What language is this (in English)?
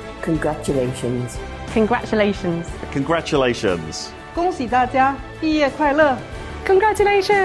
Welsh